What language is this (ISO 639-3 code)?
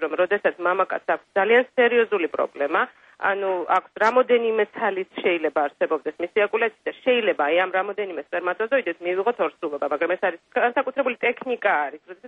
kat